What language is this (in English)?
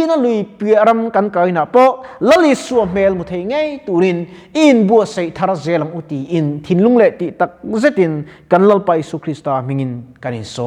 Mizo